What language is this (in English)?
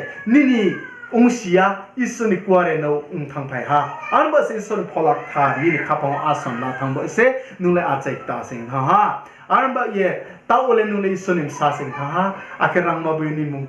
Riang (India)